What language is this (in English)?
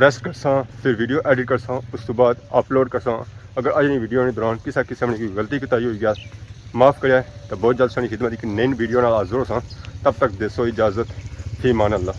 Pahari-Potwari